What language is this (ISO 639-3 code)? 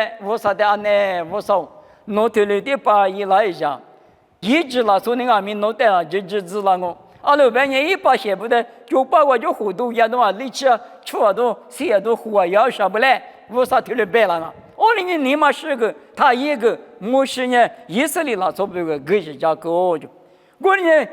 lis